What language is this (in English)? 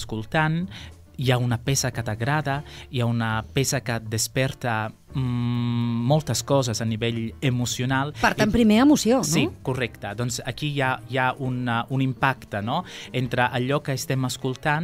Catalan